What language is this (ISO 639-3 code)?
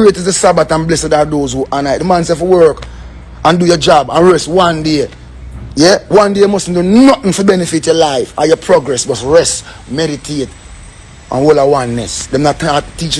jam